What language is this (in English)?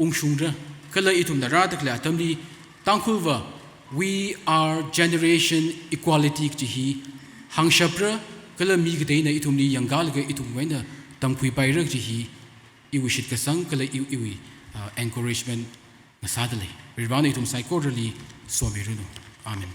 Tangkhul Naga (India)